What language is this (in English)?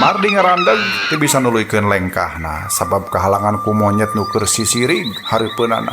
Sundanese